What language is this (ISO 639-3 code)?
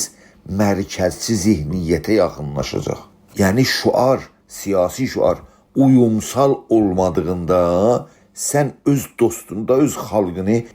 azb